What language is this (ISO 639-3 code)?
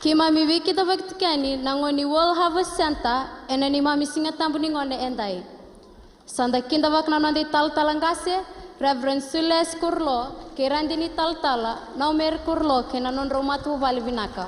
fij